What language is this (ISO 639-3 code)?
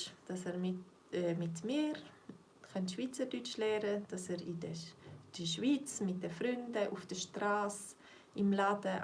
gsw